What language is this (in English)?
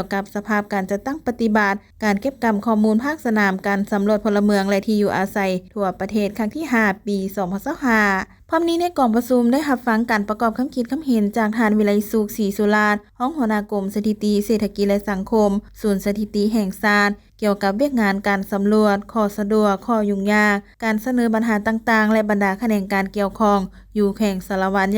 Lao